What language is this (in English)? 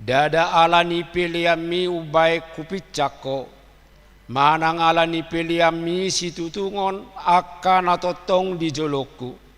Batak Toba